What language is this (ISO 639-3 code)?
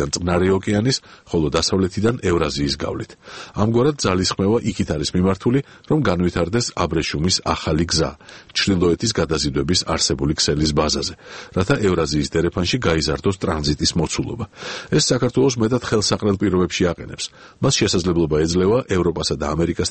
kat